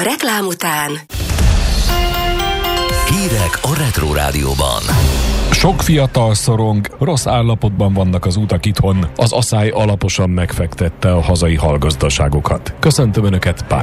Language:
Hungarian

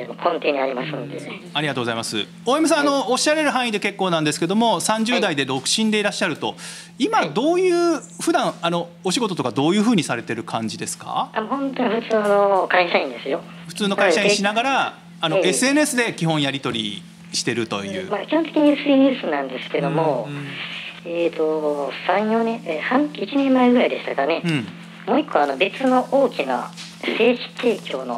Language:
Japanese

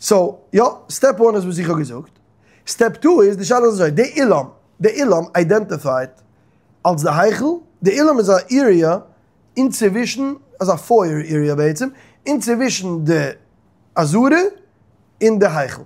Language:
Yiddish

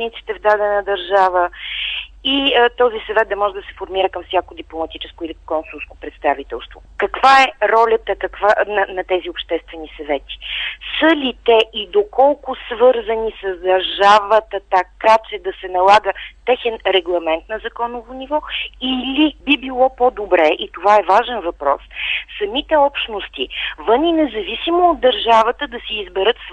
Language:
Bulgarian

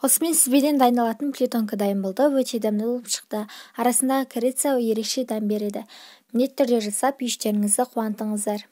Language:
Kazakh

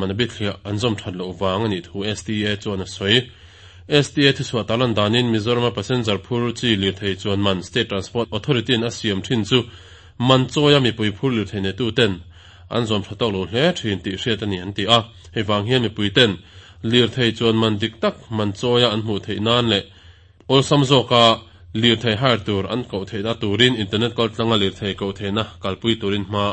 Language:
Mizo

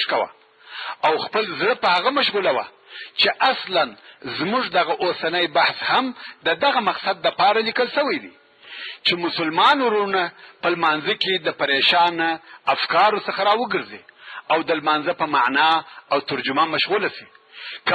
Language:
Pashto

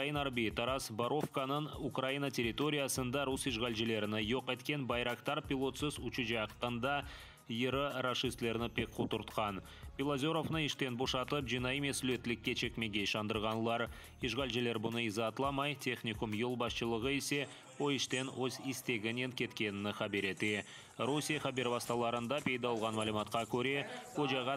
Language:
Crimean Tatar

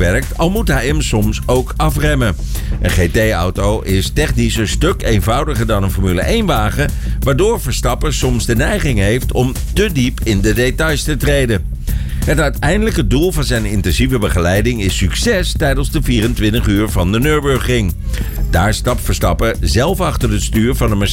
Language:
Dutch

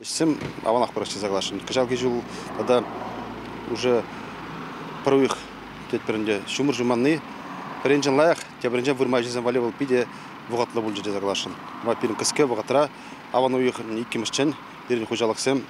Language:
Chuvash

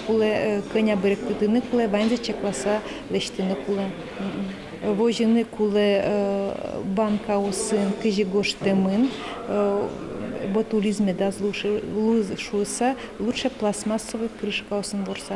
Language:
Udmurt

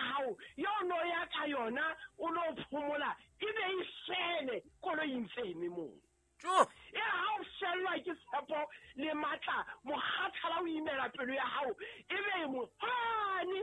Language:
Southern Sotho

